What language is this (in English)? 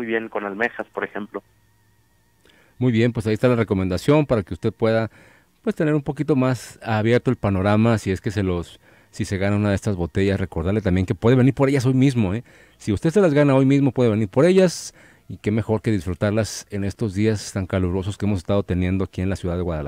Spanish